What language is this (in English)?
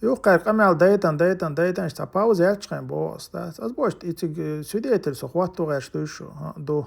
Chechen